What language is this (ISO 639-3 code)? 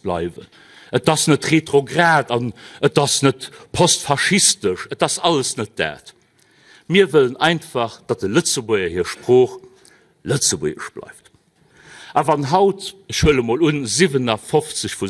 ltz